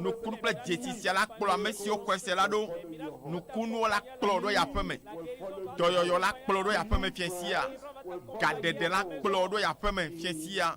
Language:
Ewe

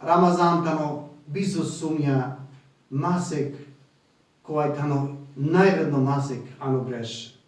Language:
Balkan Romani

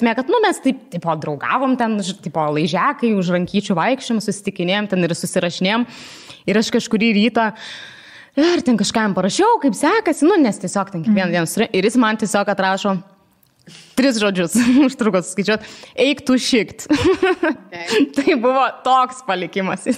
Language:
Lithuanian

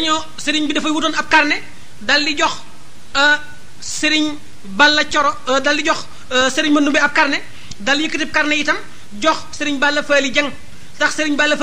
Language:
Wolof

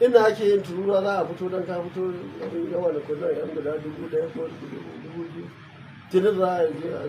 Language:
Hausa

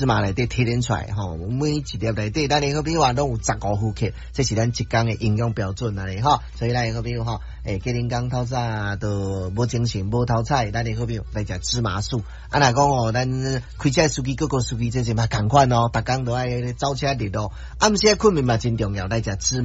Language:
Min Nan Chinese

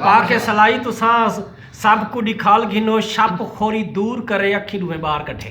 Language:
Saraiki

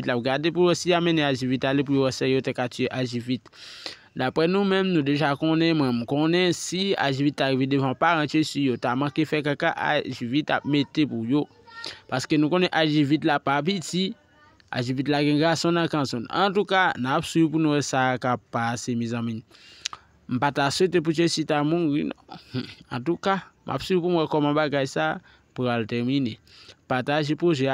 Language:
Haitian Creole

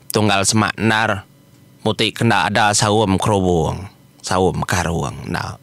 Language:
Iban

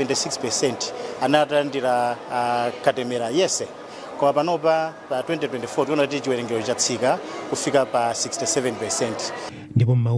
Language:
Nyanja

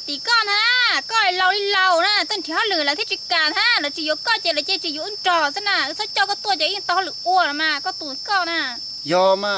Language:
Hmong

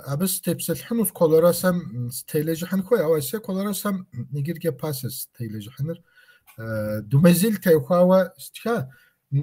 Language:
Kabardian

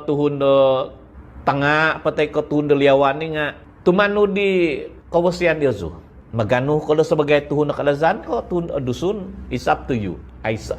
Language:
Central Dusun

